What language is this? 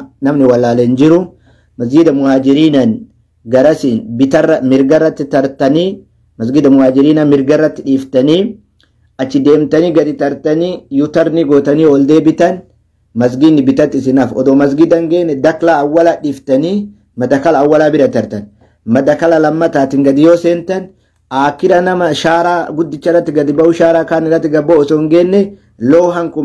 Oromo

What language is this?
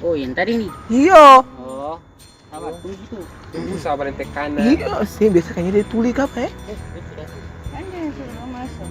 Ambonese Malay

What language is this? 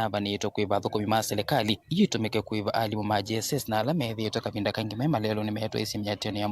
Kamba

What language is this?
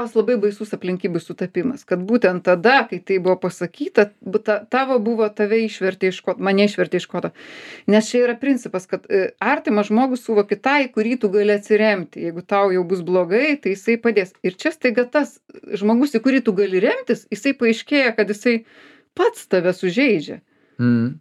Lithuanian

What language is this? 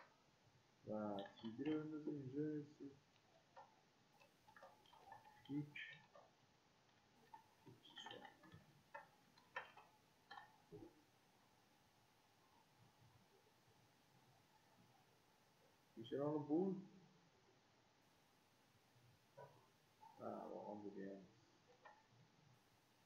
Persian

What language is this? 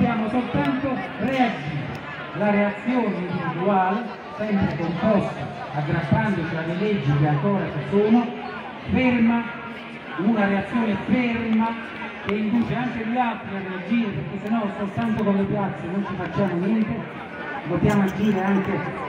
Italian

